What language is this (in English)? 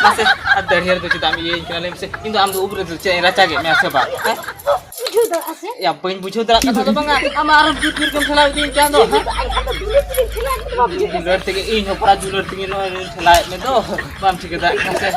Santali